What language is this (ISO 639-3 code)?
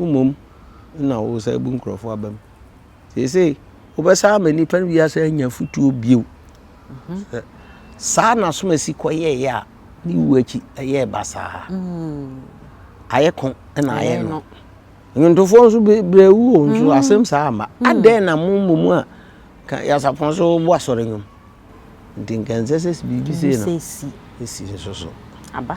aka